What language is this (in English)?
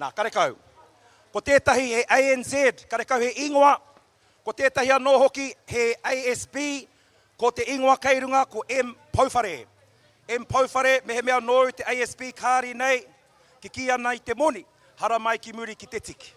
Māori